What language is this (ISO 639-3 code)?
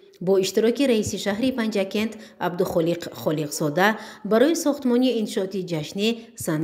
tgk